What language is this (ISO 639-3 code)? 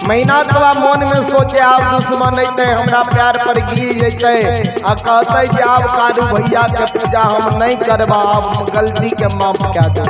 mai